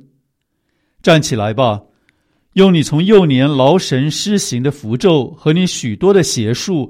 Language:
Chinese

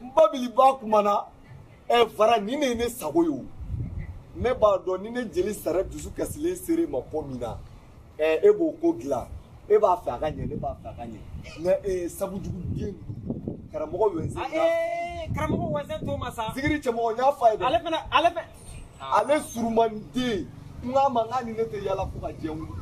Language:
Bambara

